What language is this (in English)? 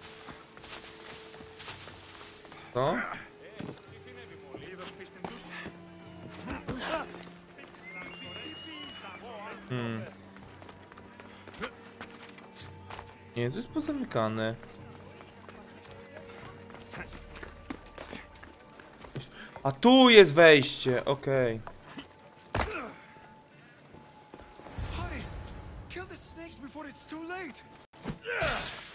Polish